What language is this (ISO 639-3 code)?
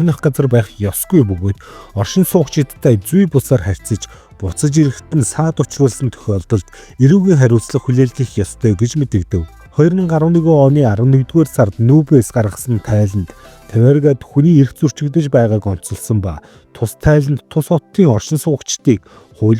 mon